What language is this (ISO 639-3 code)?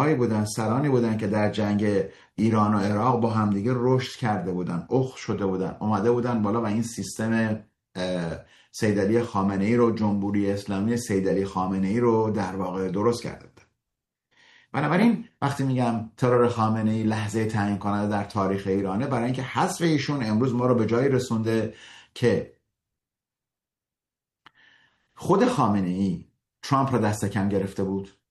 fas